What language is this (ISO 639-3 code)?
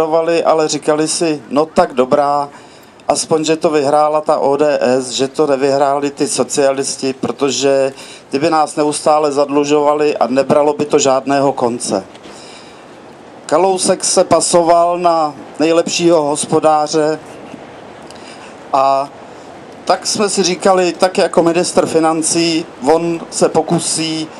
ces